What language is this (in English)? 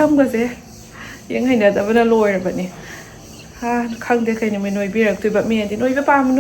Manipuri